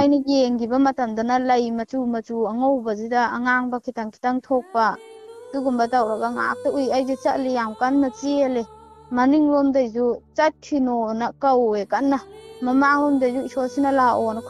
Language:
Manipuri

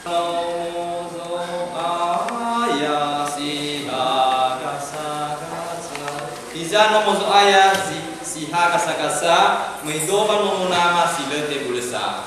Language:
Nias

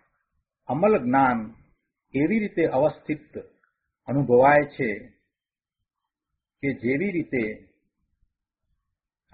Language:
Gujarati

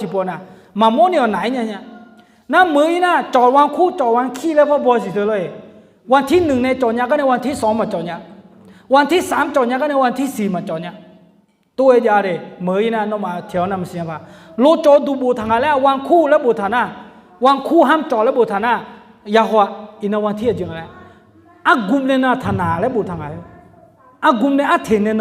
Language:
Akha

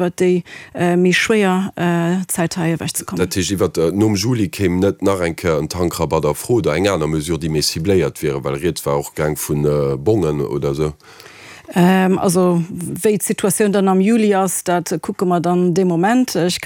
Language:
Luxembourgish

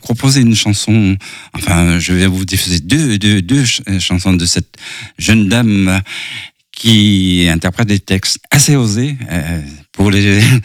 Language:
French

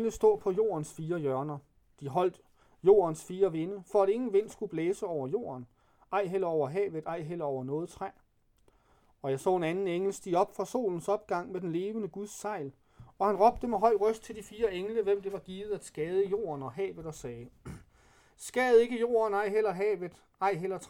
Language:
Danish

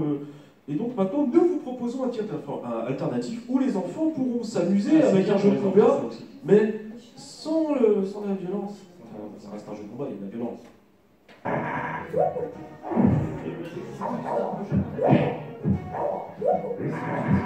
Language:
French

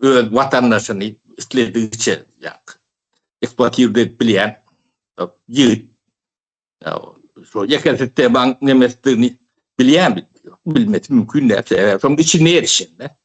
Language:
Turkmen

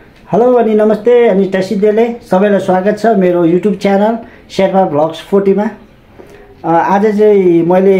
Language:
Nepali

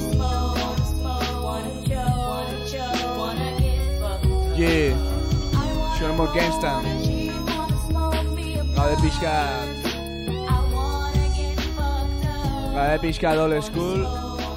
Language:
Basque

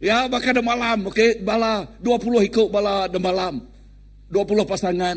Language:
Iban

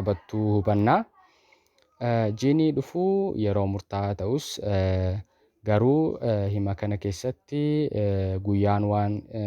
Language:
Oromo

